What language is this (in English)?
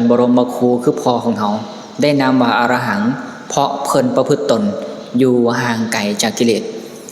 Lao